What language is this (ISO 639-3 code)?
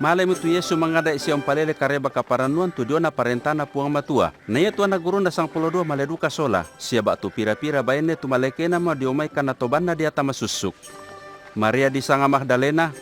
sda